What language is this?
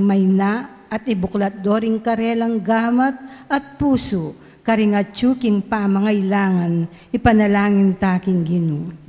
Pampanga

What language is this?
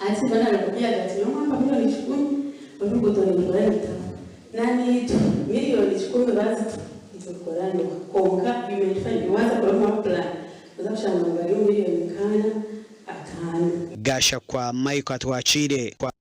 Nyankole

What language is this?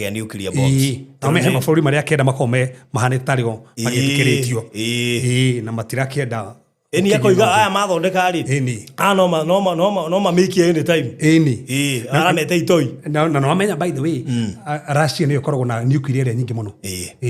Kikuyu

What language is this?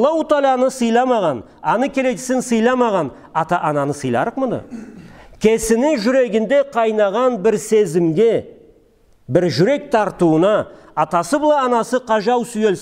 Karachay-Balkar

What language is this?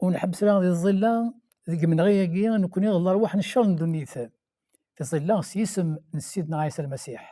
Kabyle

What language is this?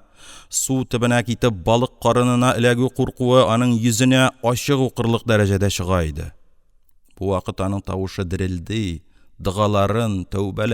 Tatar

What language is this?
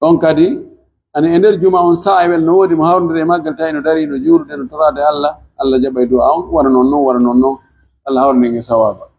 Pular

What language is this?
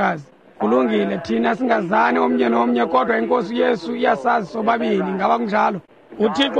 Xhosa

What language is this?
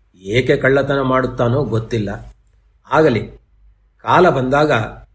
Kannada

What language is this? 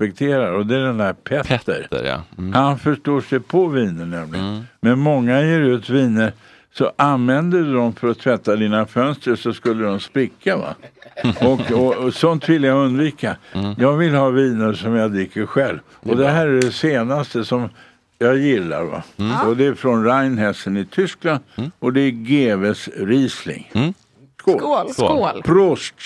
Swedish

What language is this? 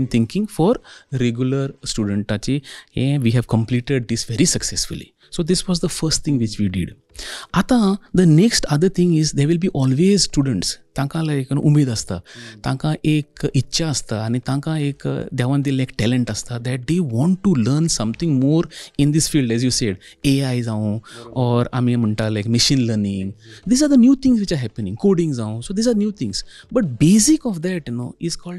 Konkani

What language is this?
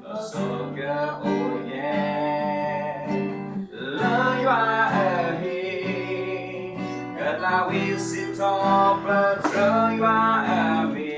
S'gaw Karen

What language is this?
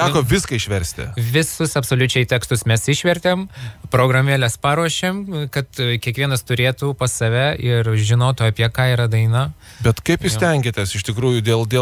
Lithuanian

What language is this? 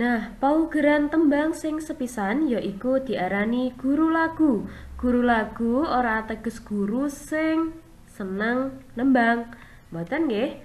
Javanese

